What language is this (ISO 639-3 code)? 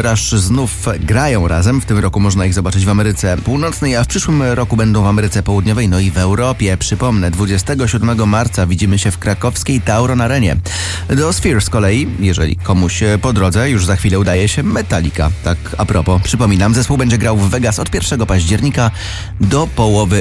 pol